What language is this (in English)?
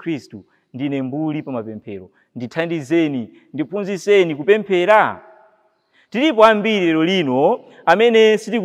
Nyanja